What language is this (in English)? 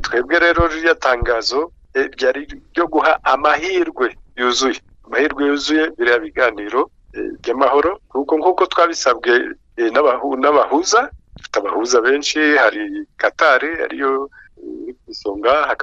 Kinyarwanda